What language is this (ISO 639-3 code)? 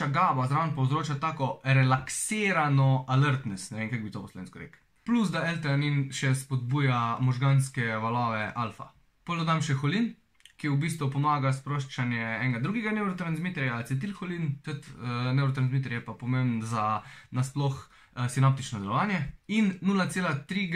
slv